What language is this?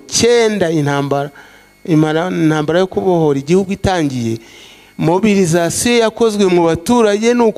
Kinyarwanda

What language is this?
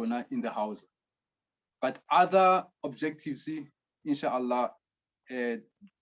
Southern Sotho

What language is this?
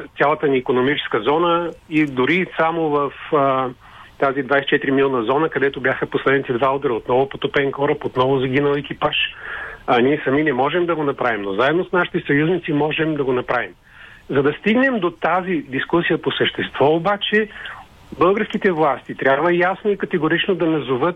Bulgarian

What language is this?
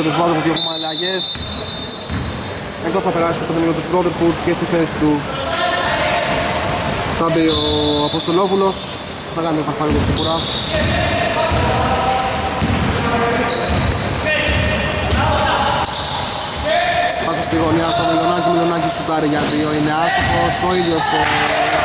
Greek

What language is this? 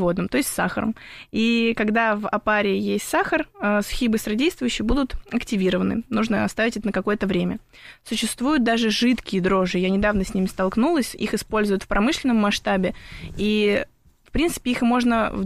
Russian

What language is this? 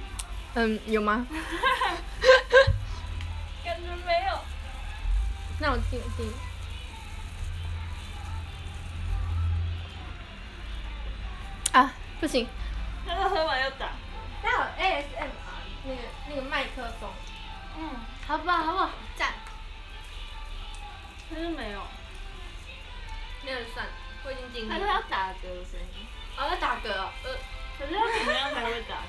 Chinese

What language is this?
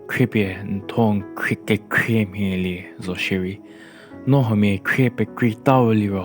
Angami Naga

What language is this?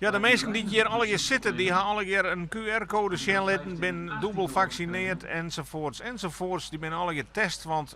Western Frisian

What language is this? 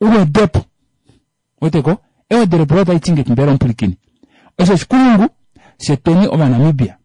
Kuanyama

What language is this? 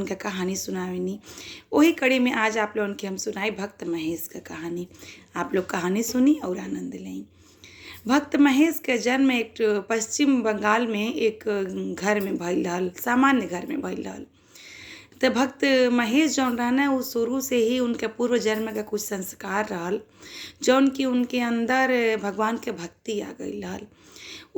Bhojpuri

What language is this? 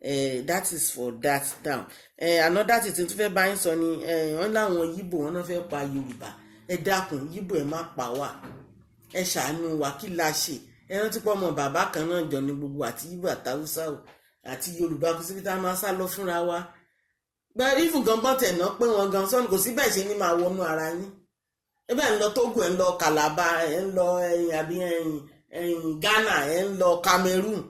Yoruba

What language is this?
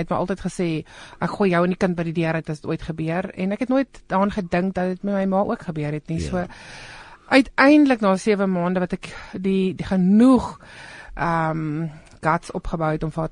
Afrikaans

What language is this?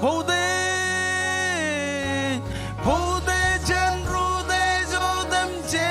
Marshallese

